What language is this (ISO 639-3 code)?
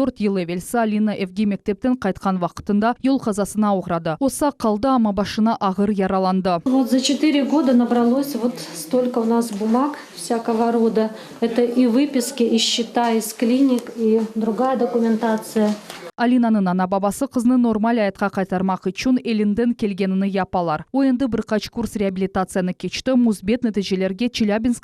crh